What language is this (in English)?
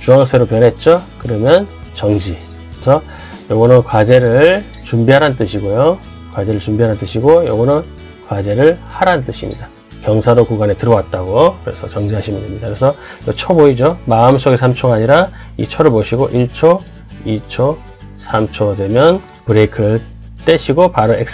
Korean